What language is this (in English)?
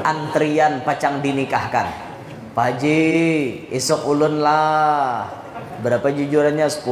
Banjar